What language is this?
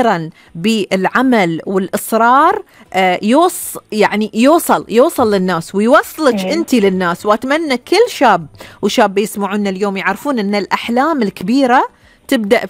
Gulf Arabic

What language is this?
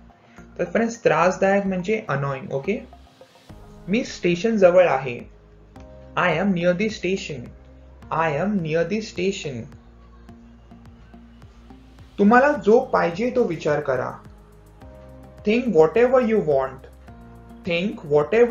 Marathi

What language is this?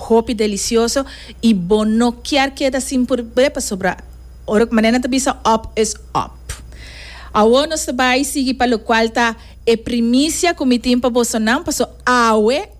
Papiamento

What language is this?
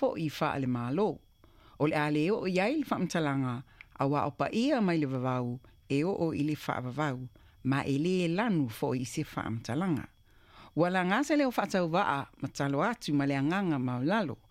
Samoan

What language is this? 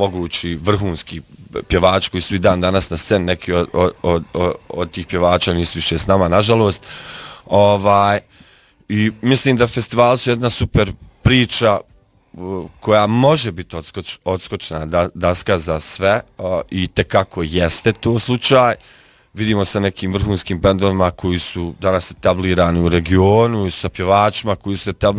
Bosnian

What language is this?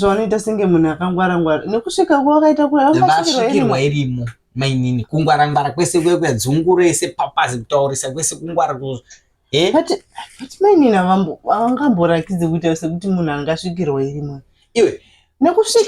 Shona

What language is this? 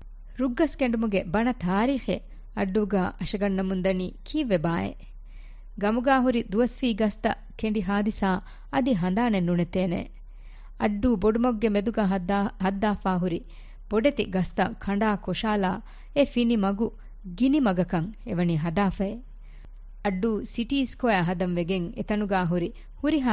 Divehi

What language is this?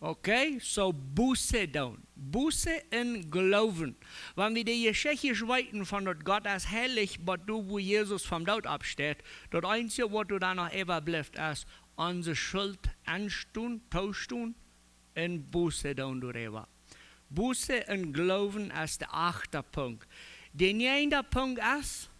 Plautdietsch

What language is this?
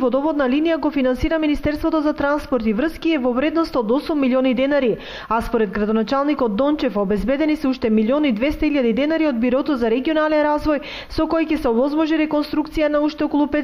Macedonian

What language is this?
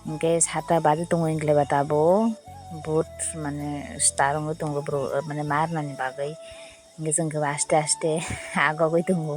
Kok Borok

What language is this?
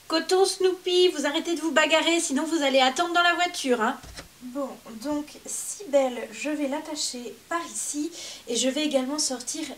French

